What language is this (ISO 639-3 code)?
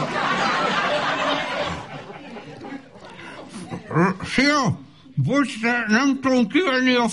hun